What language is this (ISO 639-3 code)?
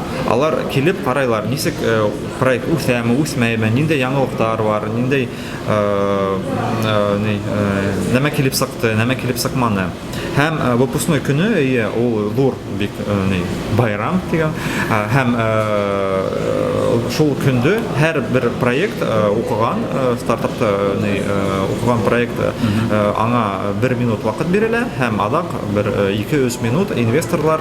bak